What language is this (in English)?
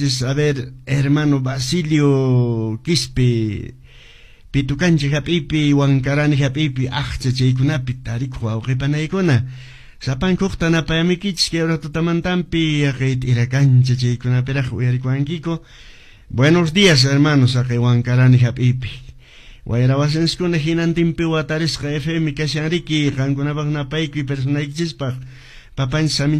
Quechua